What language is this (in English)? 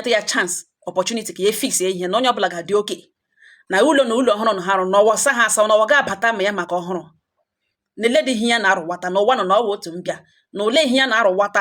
Igbo